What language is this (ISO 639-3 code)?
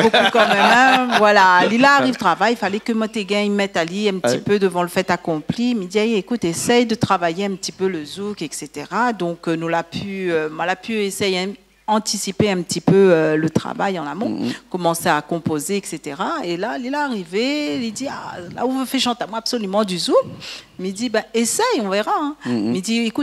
rcf